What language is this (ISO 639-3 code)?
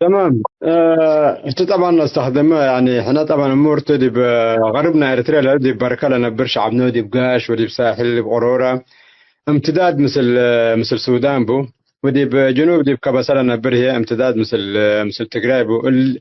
tig